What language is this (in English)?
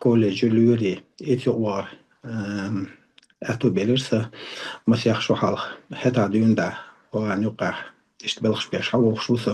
Chechen